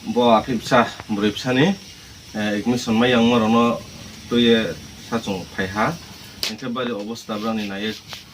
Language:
Riang (India)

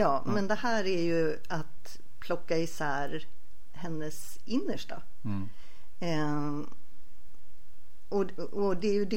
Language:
Swedish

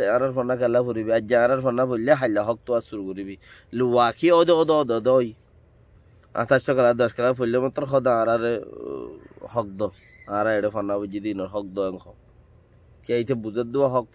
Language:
Rohingya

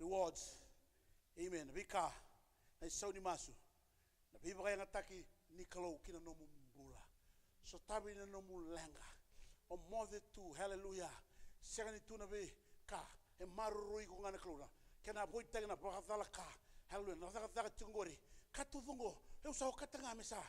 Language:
Fijian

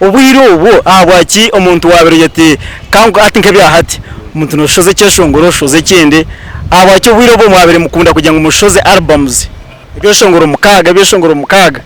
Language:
Nyankole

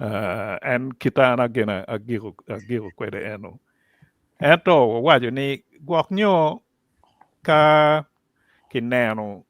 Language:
Acoli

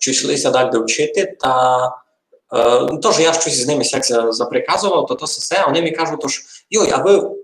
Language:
Rusyn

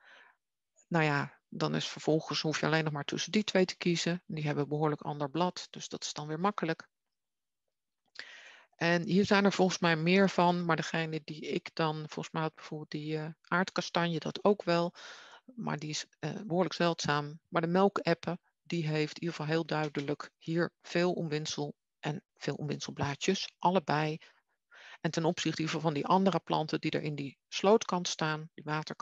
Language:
Dutch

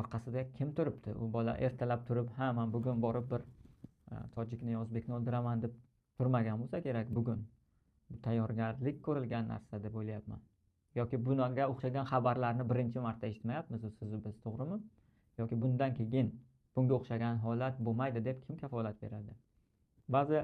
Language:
Uzbek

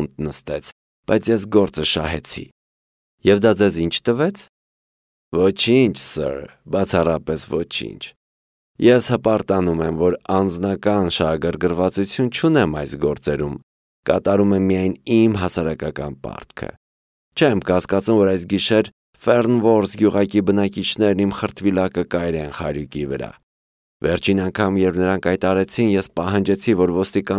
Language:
Armenian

